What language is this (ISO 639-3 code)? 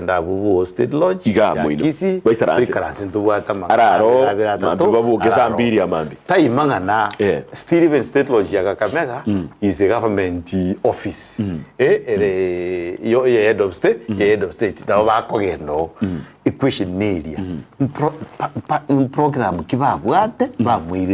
guz